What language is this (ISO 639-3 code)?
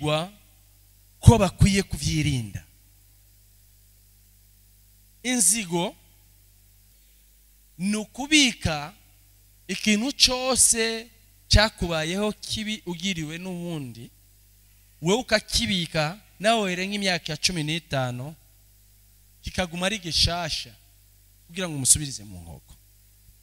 run